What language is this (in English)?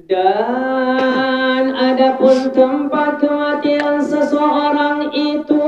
Sasak